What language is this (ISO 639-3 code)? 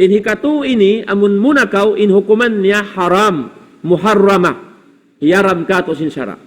tsg